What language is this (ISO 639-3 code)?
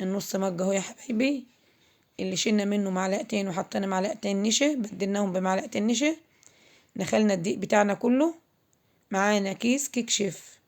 arz